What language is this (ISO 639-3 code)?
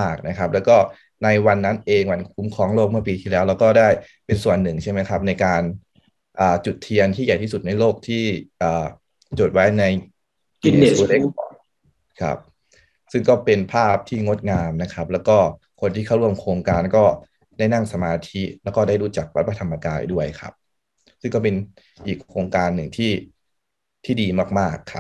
tha